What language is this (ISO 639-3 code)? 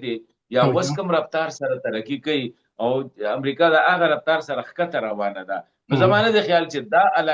pus